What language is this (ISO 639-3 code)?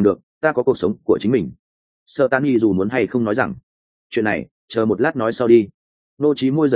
vie